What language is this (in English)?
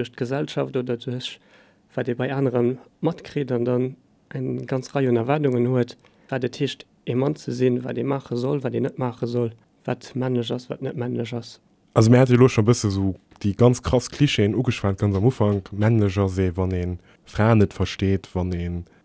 Luxembourgish